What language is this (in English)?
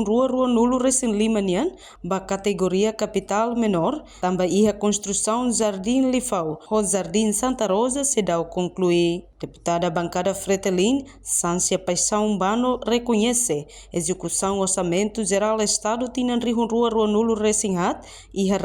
Tetum